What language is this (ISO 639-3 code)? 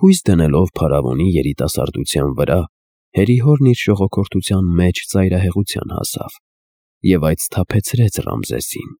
hye